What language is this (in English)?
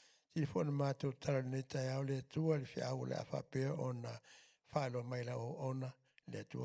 Samoan